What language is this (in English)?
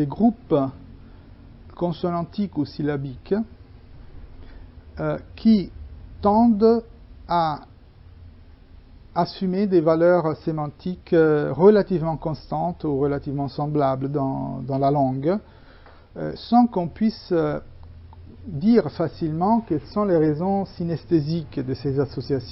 French